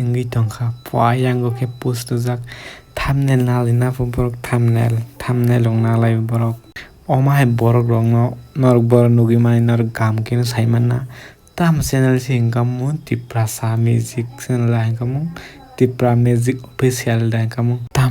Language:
Kok Borok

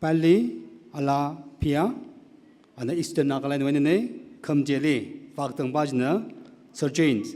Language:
Tangkhul Naga (India)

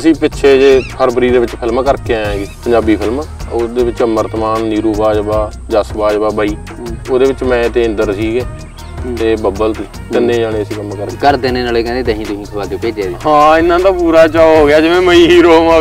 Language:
Punjabi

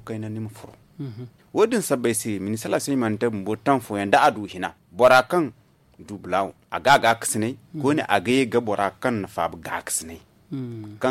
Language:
Zarma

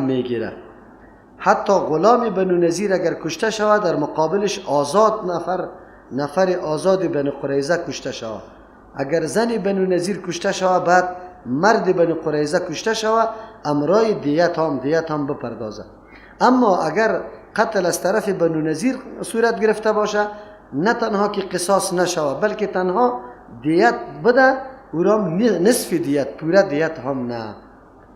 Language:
Persian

